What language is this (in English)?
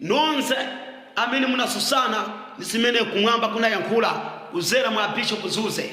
Nyanja